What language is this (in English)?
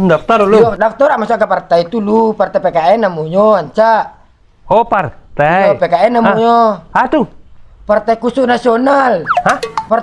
Minangkabau